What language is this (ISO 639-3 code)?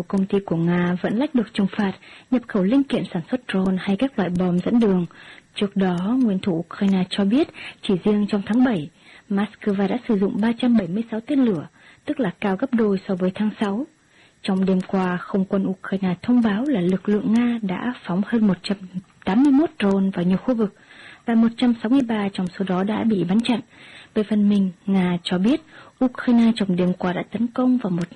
vie